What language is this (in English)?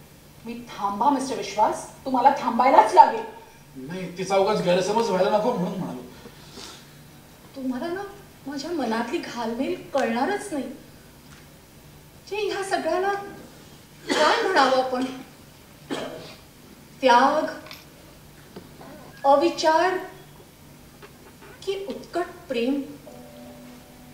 Marathi